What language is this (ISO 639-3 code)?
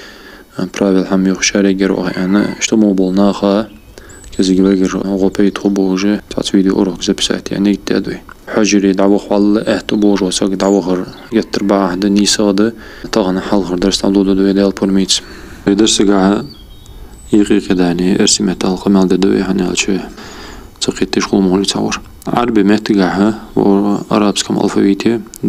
inh